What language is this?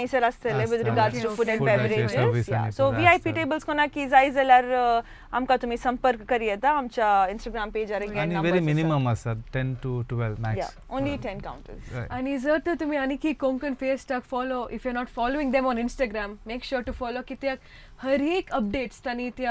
Konkani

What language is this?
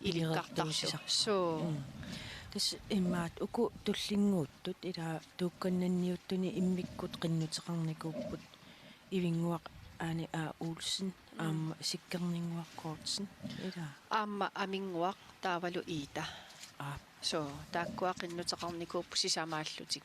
Kalaallisut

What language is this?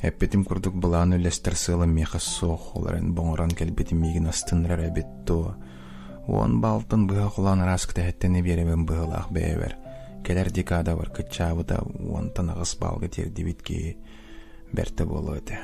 Yakut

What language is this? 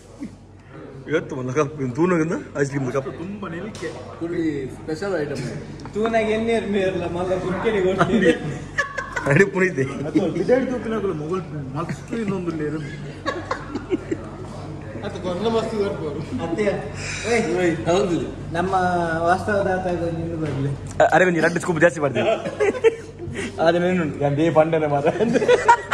Tulu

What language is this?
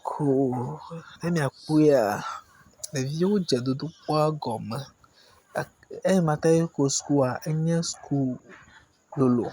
Ewe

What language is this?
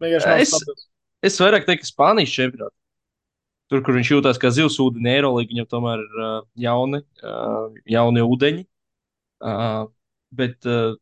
Latvian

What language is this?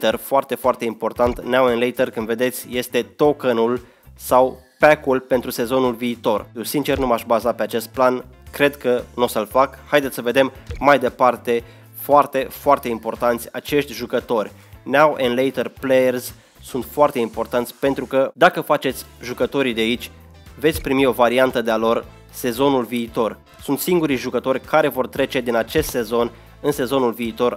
Romanian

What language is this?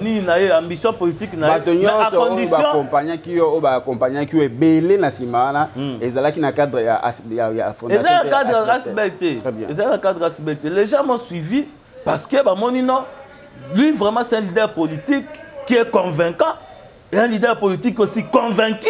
Lingala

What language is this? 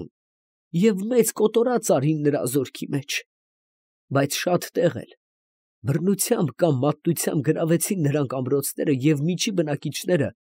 Armenian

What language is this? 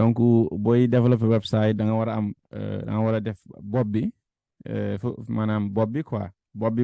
Wolof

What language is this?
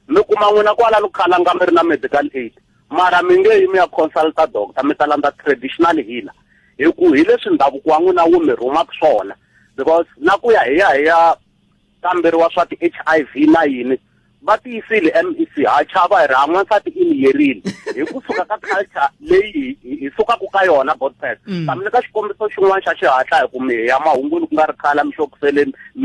Tsonga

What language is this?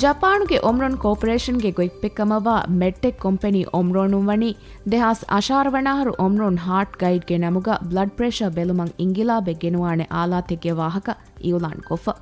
Divehi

